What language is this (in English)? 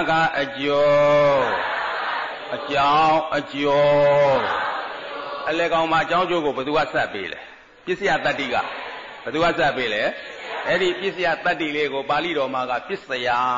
Burmese